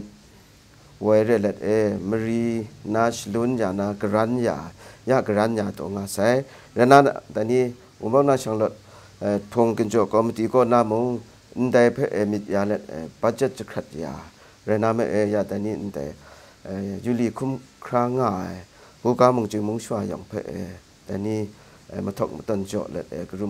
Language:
Kachin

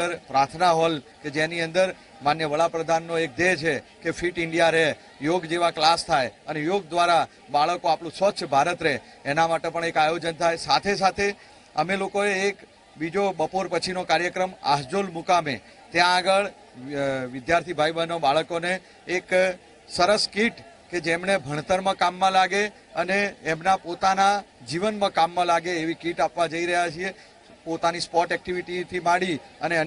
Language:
Gujarati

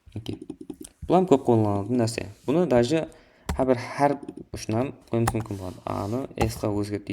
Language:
Kara-Kalpak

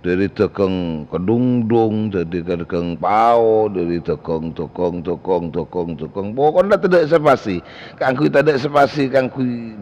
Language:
Madurese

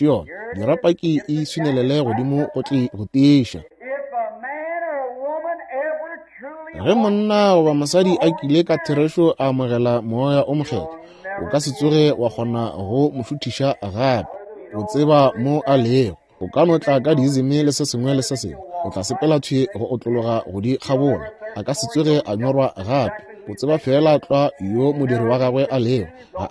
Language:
Northern Sotho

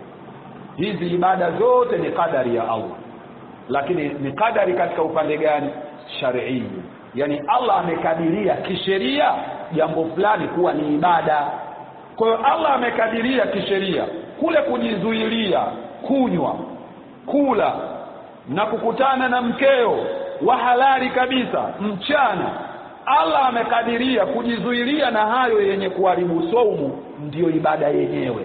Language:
Swahili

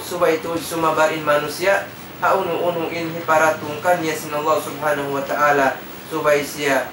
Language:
Tausug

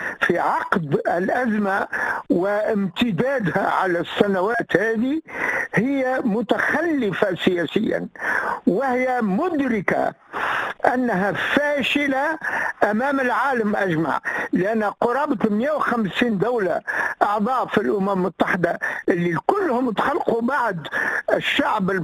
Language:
Tunisian Arabic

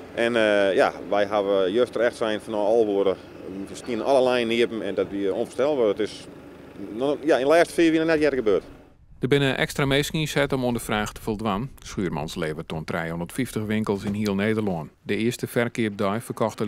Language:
Western Frisian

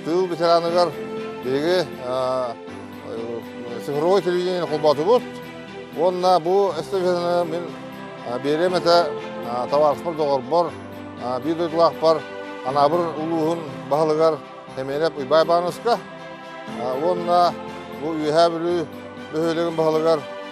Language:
Yakut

